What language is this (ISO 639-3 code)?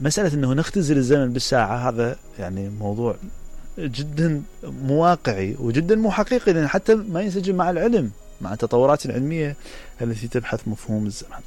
acm